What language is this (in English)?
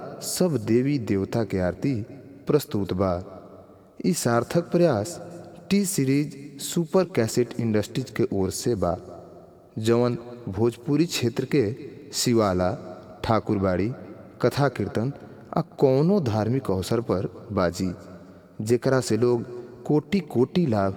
Bhojpuri